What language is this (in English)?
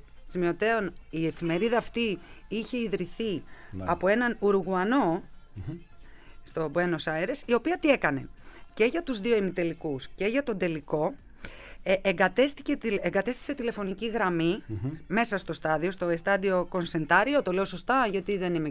Greek